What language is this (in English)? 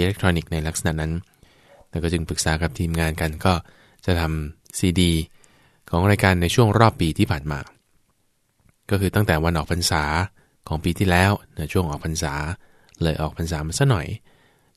Thai